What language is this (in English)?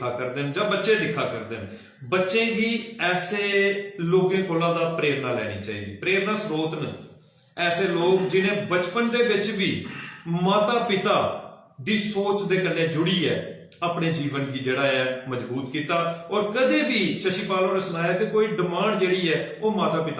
Dogri